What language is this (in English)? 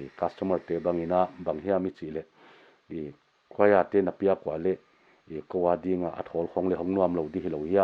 Paite Chin